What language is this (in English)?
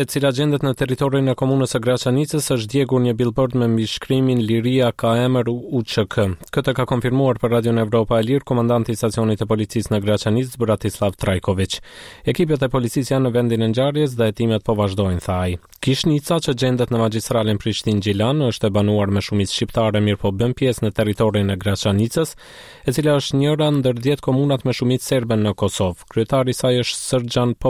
Albanian